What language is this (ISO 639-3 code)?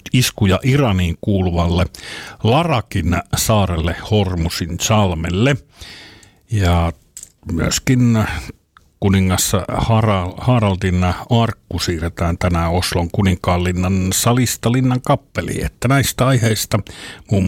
fin